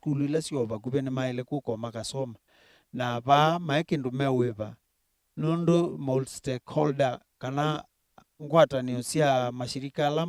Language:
Kamba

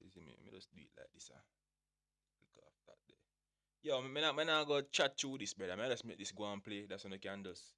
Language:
Jamaican Creole English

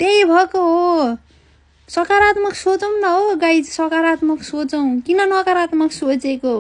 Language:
Nepali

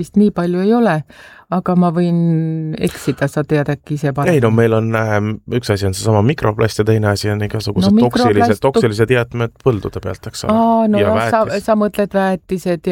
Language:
Estonian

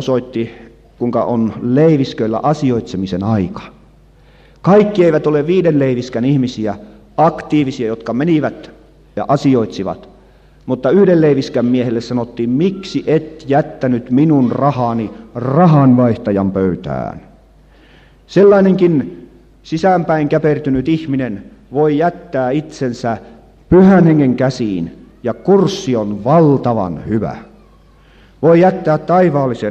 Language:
Finnish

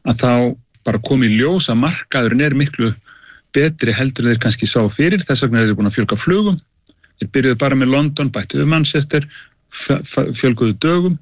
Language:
Icelandic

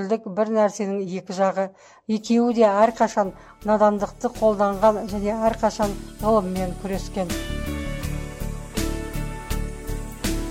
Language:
Kazakh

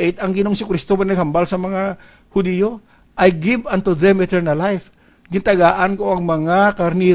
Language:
Hiligaynon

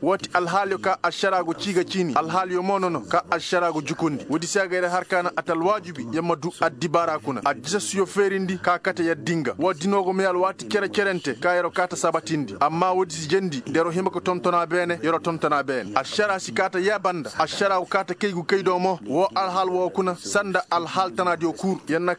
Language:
Koyraboro Senni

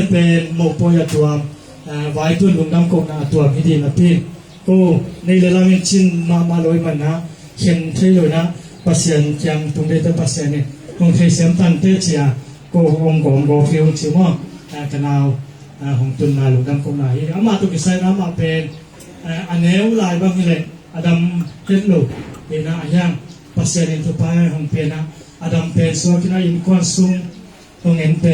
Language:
Tedim Chin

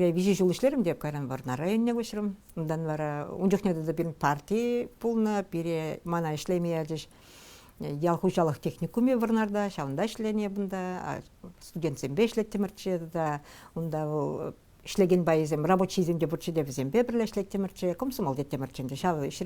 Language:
Chuvash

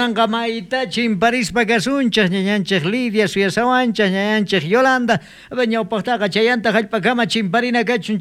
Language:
South Bolivian Quechua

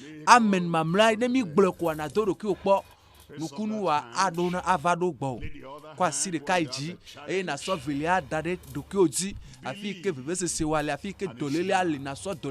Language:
Ewe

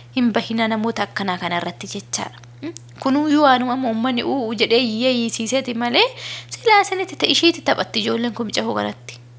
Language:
Oromo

